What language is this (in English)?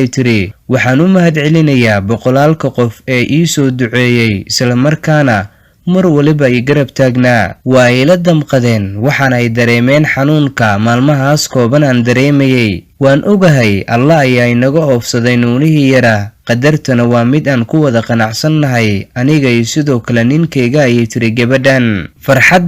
Somali